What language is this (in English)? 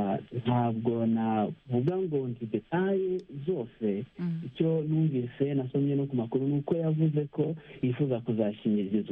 Kinyarwanda